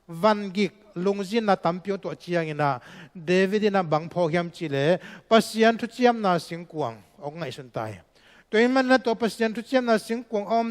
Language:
Tedim Chin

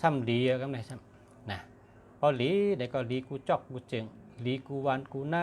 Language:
Shan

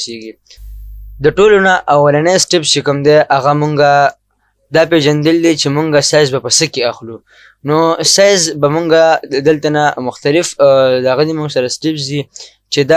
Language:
Pashto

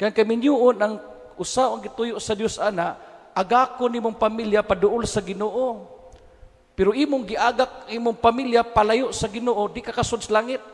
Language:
Cebuano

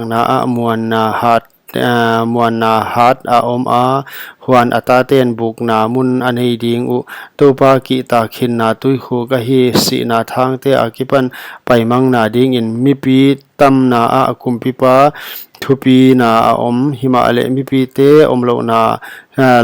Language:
Paite Chin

